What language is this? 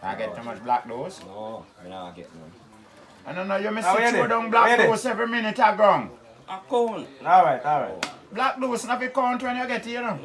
Jamaican Creole English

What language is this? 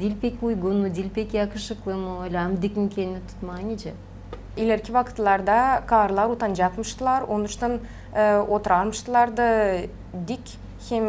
Gagauz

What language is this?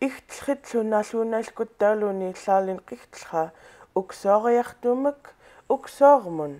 Central Yupik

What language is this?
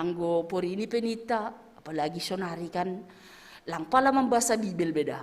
Batak Simalungun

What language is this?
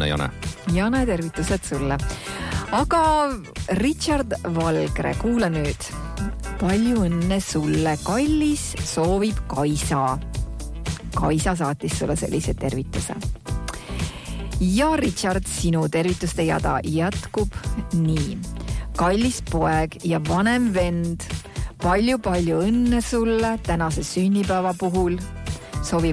Estonian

